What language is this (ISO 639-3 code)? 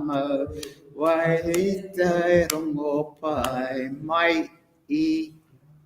mri